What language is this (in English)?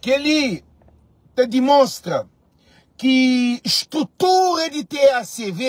Kabuverdianu